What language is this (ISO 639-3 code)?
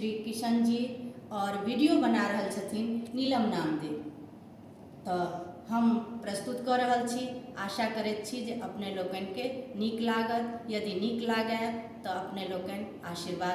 mai